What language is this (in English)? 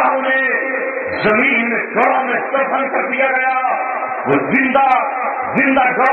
Urdu